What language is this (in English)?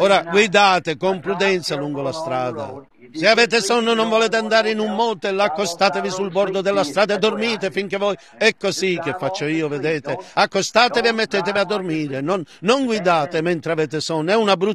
Italian